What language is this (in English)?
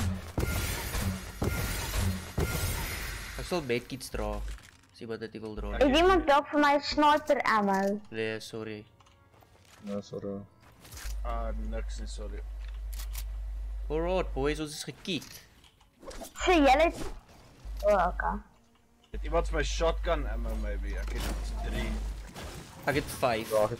Afrikaans